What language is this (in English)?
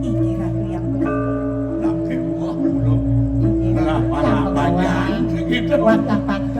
Balinese